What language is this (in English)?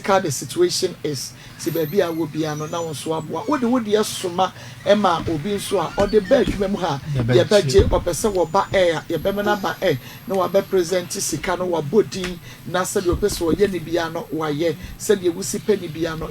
Akan